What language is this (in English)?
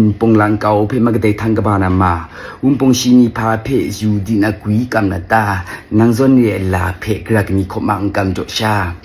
Kachin